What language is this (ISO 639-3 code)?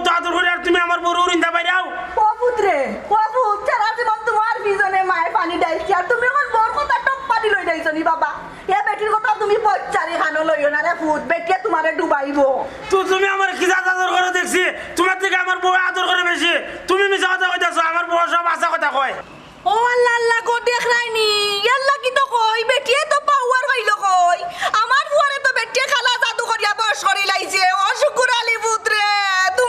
syl